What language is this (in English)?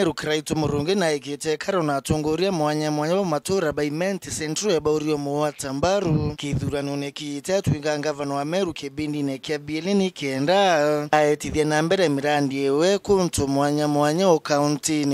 Meru